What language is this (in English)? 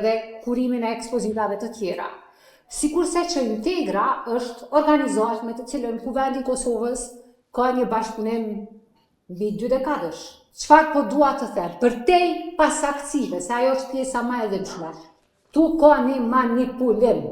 Albanian